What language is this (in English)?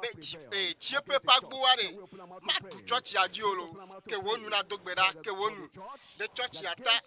Ewe